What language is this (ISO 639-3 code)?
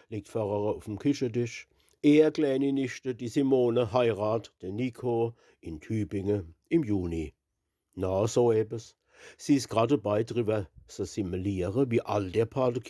pfl